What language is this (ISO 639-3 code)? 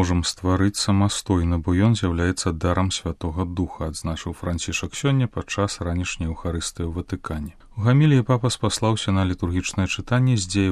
bel